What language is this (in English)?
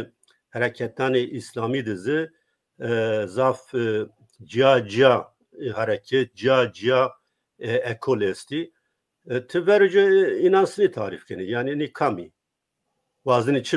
Zaza